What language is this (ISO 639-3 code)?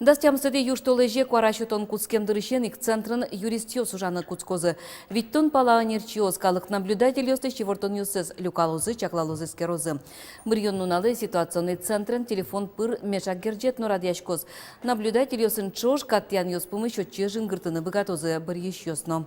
udm